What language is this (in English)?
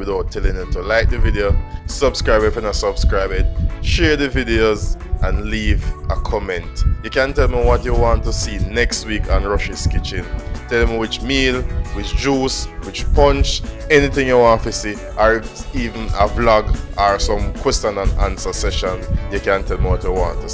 Jamaican Creole English